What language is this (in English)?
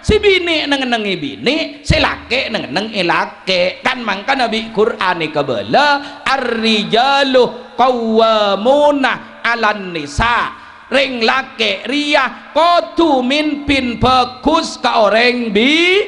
Madurese